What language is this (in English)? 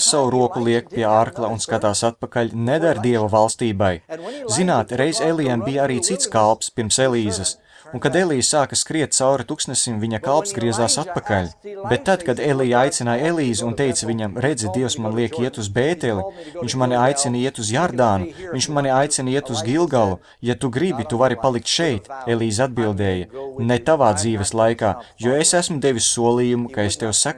Latvian